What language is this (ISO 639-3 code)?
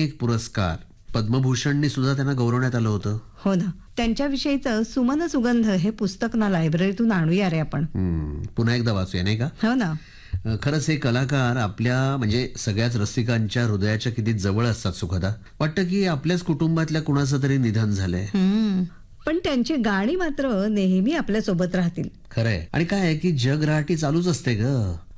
mar